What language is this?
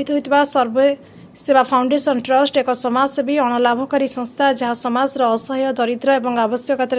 Odia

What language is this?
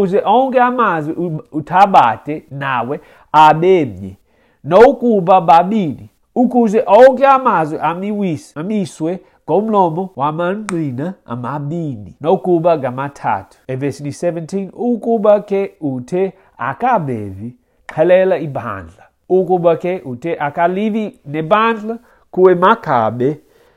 Xhosa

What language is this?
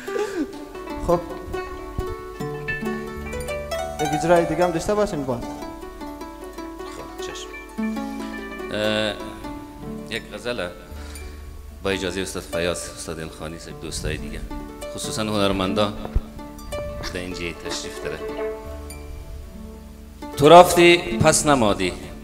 Persian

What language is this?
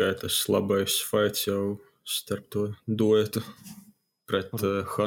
Latvian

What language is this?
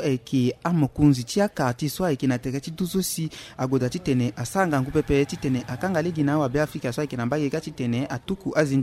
Sango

